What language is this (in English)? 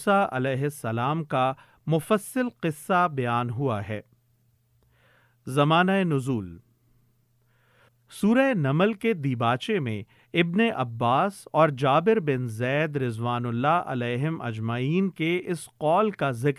Urdu